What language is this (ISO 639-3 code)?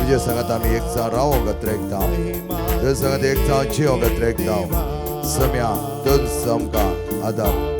kok